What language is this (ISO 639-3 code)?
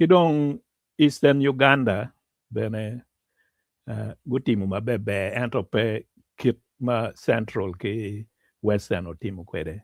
ach